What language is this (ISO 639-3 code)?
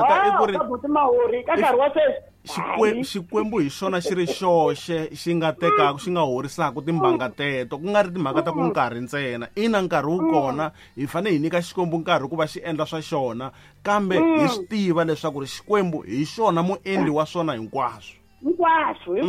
tso